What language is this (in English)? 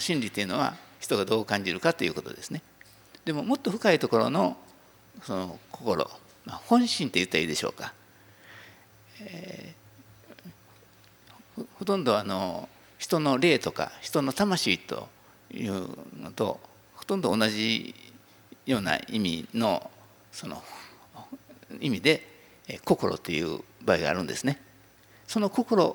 Japanese